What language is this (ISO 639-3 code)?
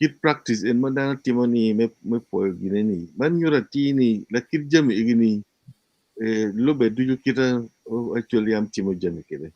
ach